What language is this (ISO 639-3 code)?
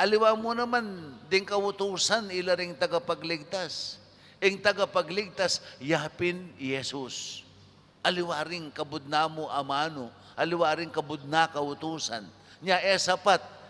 pam